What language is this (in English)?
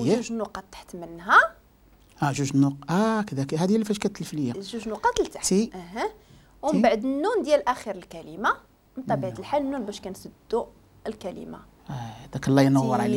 Moroccan Arabic